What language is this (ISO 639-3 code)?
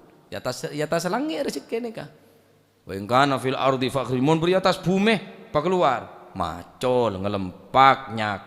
mad